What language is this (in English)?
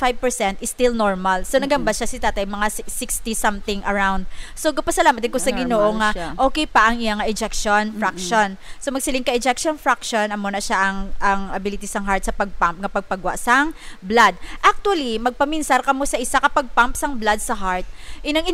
Hiligaynon